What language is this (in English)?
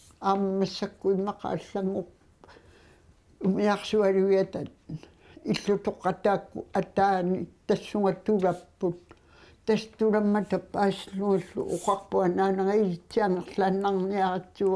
Kalaallisut